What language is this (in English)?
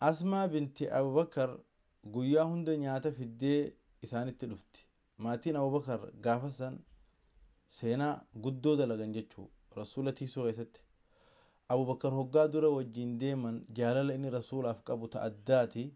Oromo